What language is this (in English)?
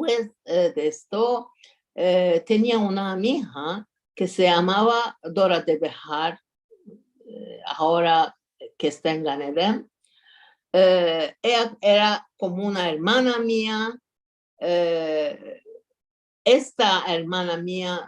Ladino